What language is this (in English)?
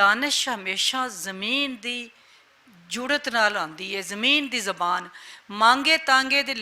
Western Panjabi